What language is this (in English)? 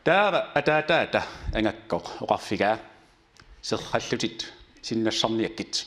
Kalaallisut